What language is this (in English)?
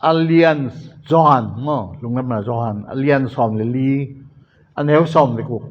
Tedim Chin